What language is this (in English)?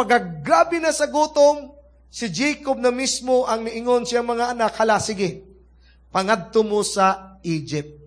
Cebuano